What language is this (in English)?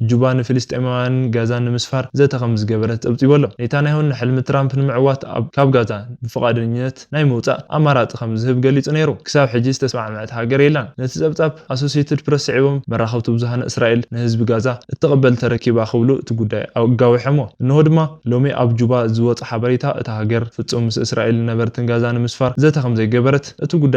Tigrinya